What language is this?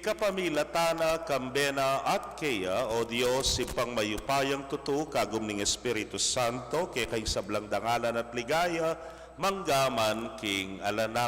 Pampanga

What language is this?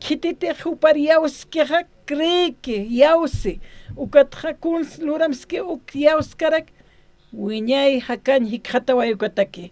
Aymara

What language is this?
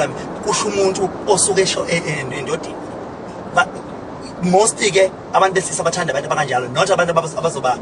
Zulu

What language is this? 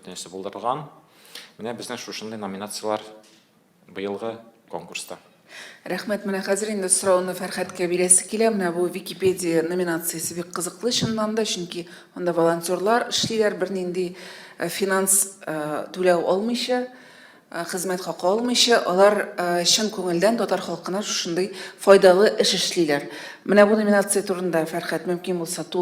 Tatar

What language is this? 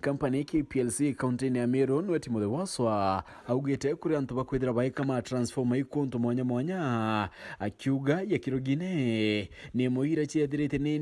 Meru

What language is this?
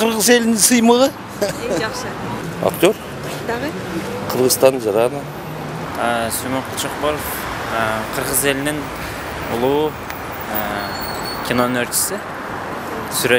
Kyrgyz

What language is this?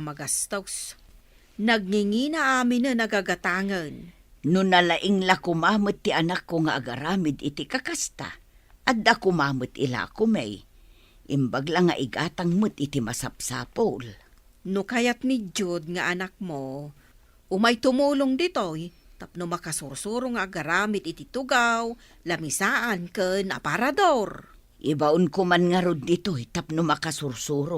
Iloko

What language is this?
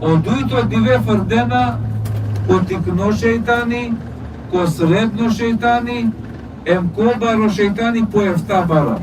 Balkan Romani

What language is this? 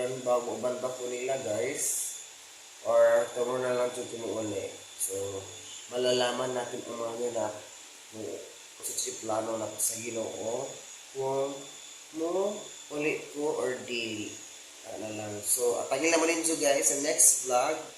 Cebuano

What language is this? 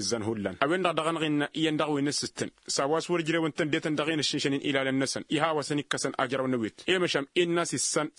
Tamasheq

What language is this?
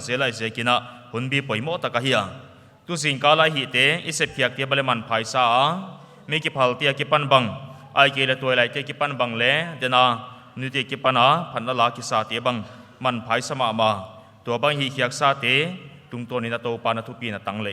Paite Chin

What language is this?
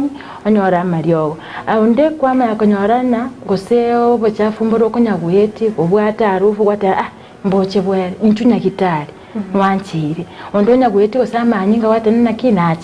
Gusii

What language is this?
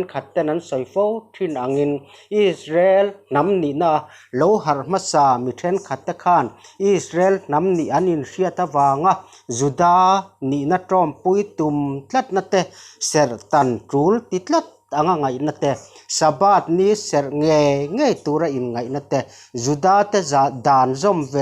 Mizo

